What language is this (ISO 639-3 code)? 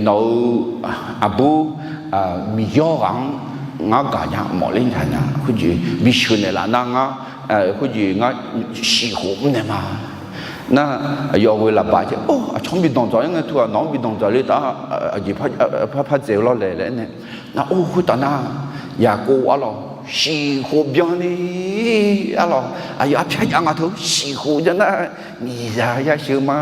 ahk